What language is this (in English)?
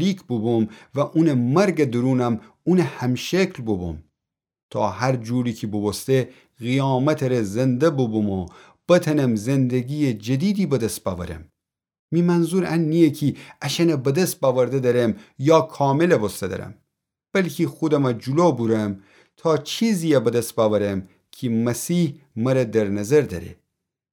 Gilaki